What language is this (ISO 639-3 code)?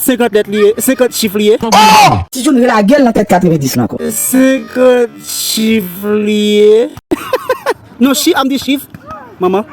hat